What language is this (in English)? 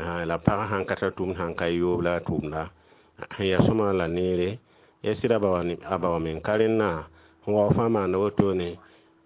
Mossi